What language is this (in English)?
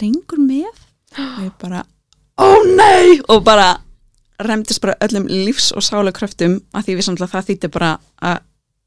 Icelandic